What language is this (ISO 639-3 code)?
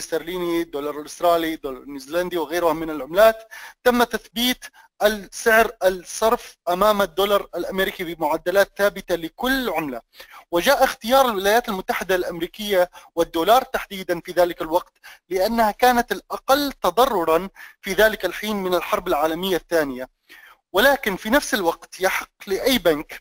ara